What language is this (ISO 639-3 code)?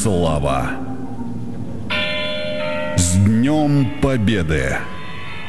rus